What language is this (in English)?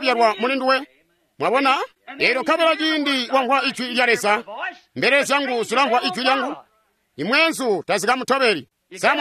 Tonga (Zambia)